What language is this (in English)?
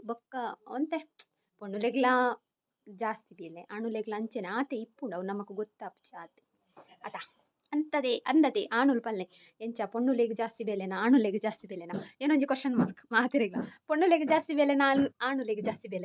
Tulu